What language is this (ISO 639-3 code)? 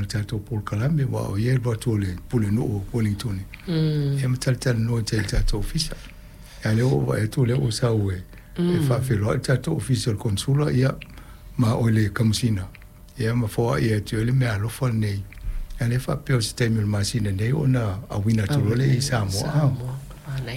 smo